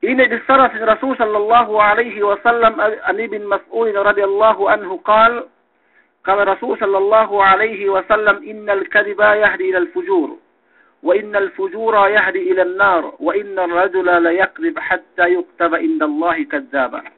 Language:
Yakan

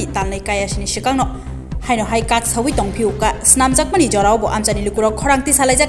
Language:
Kok Borok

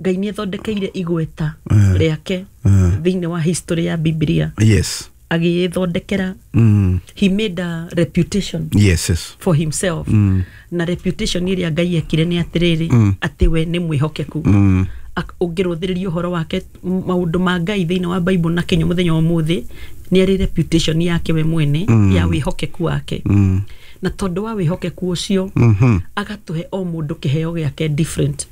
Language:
Kikuyu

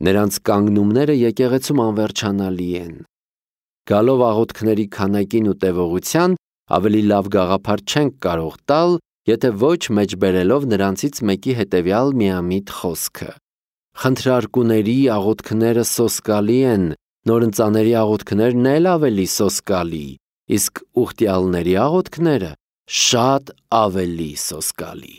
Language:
Armenian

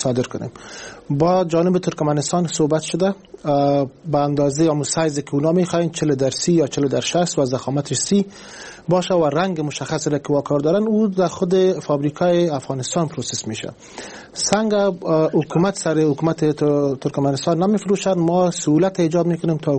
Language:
Persian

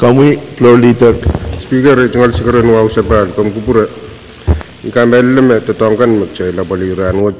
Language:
Pohnpeian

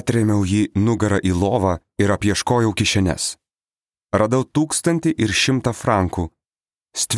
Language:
Lithuanian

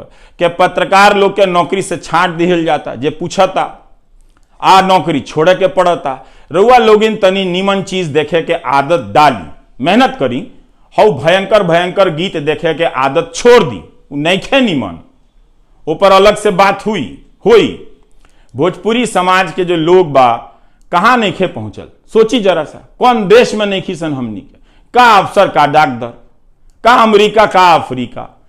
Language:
Bhojpuri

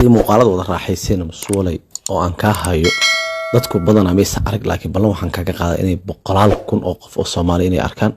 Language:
Somali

